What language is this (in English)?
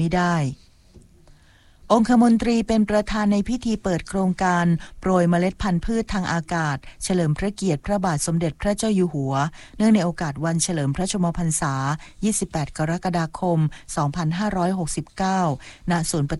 Thai